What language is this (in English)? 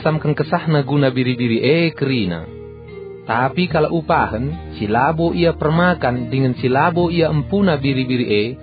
Batak Karo